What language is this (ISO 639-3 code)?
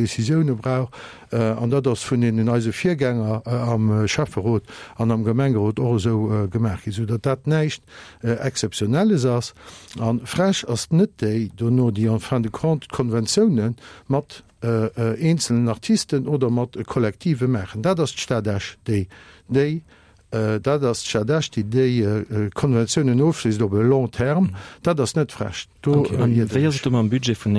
ltz